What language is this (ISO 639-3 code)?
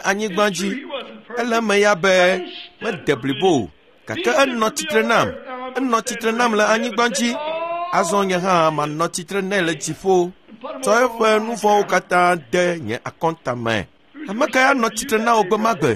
ewe